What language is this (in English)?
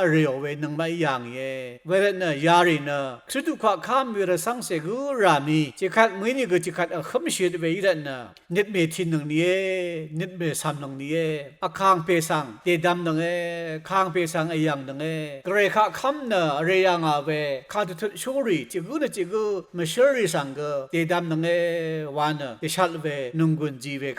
Rawang